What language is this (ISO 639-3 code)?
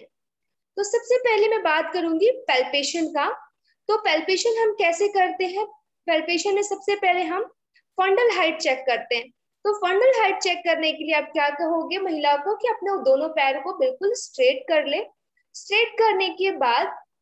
hin